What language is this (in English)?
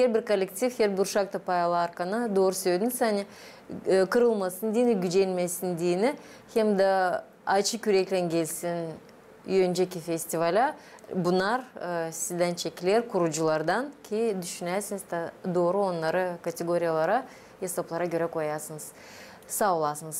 Gagauz